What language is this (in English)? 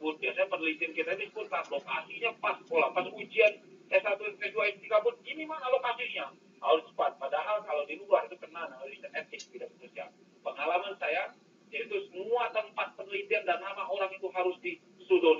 Indonesian